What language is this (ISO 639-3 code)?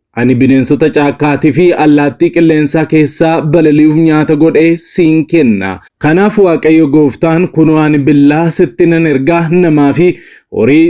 orm